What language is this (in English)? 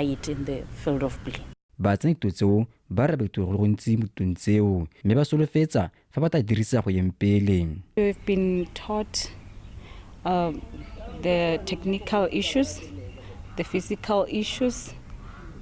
Tswana